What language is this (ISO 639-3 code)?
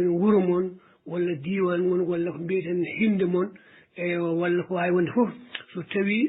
ful